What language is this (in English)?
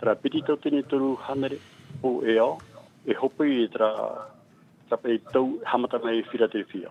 Tahitian